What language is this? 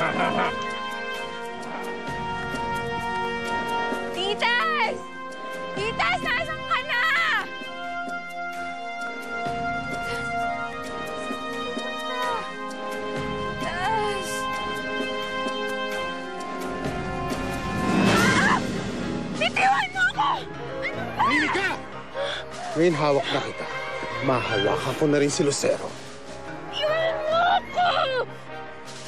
Filipino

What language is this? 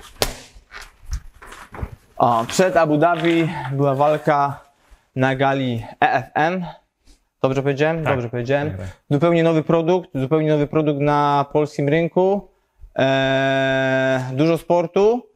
Polish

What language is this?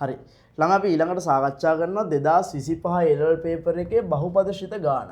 Sinhala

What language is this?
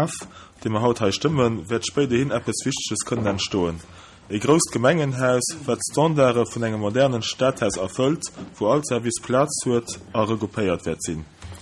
Luxembourgish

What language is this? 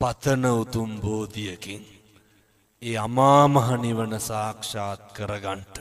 Sinhala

